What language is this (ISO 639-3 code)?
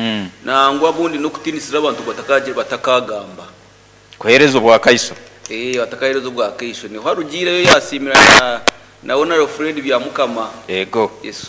nyn